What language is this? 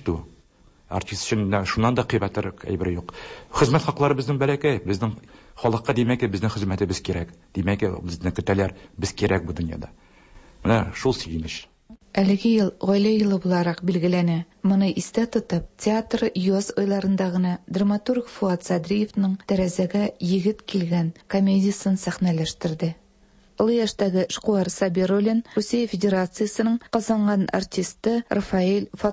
Tatar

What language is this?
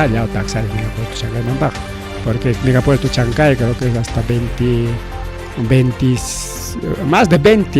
Ayacucho Quechua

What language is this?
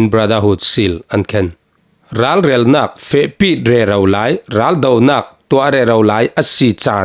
Falam Chin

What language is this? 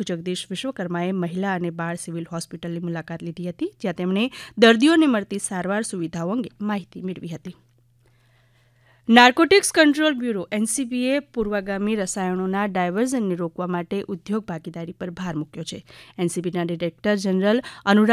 Gujarati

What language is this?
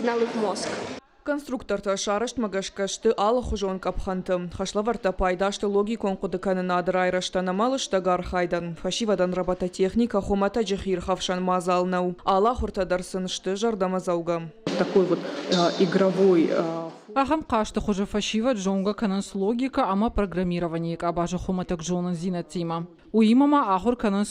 Ossetic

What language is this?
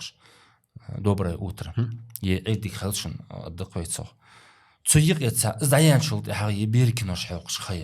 Ingush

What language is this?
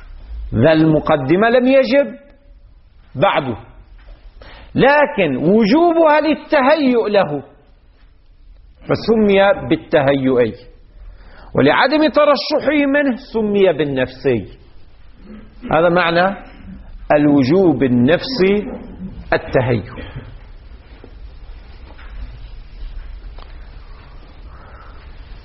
Arabic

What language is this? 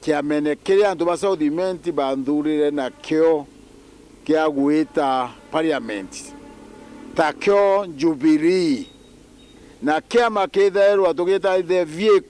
Meru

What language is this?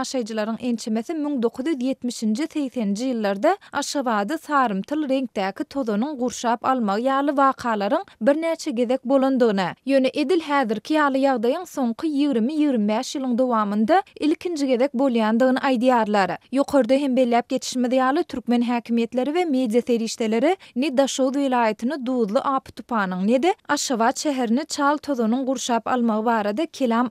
Turkmen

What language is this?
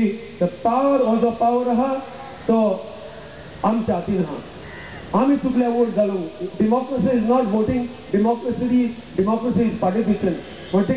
Konkani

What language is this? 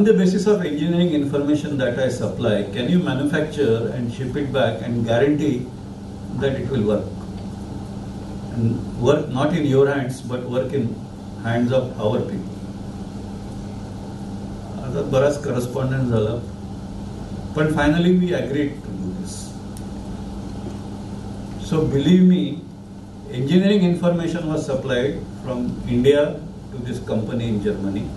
Marathi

